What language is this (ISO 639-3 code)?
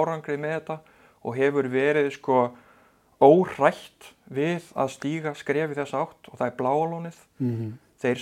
isl